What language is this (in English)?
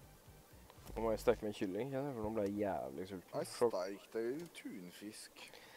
Norwegian